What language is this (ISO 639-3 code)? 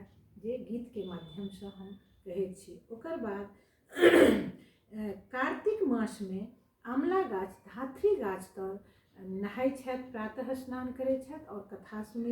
mai